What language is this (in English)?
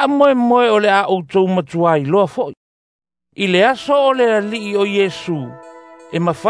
Samoan